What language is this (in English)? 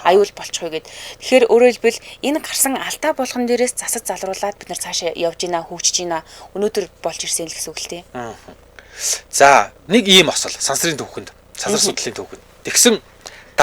Mongolian